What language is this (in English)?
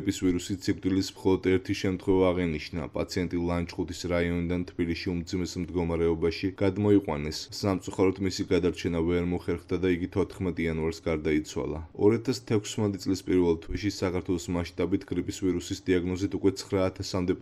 Georgian